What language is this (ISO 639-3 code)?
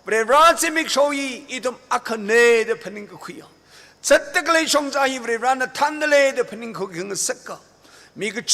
nmf